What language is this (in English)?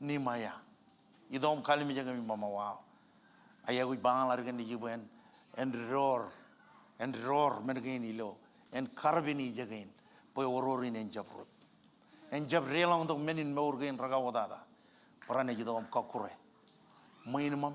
Marshallese